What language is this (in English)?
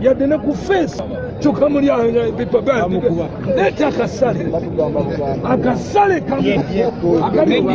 Ganda